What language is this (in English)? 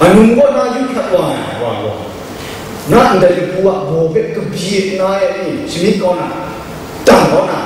Kachin